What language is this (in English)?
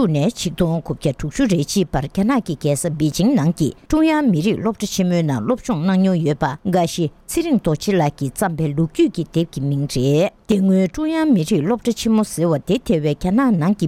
Tibetan